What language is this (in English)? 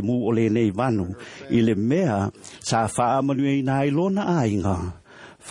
Samoan